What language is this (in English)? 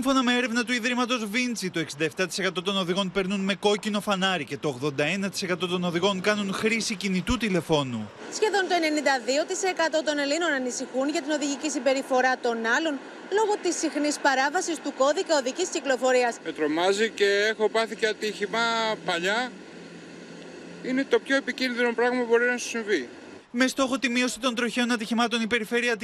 Greek